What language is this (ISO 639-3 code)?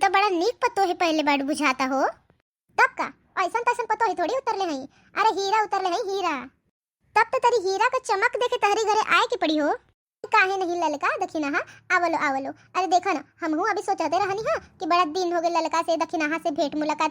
bho